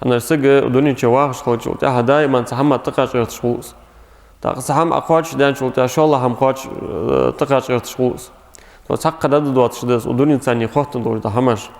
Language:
Ingush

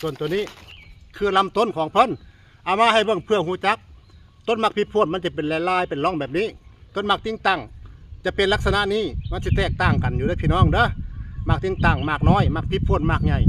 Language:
Northeastern Thai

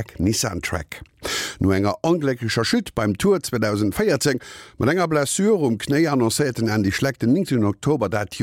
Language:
Luxembourgish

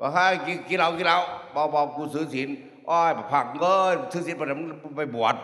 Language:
Northeastern Thai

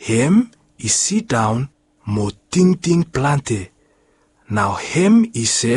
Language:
Bislama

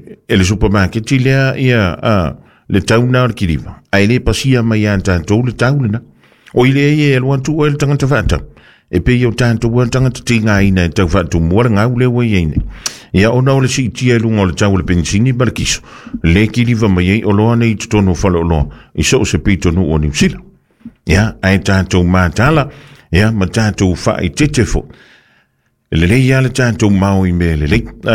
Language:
Samoan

